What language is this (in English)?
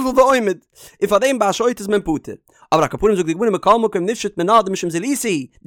Yiddish